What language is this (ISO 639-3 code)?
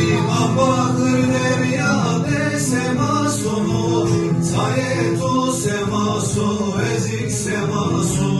zza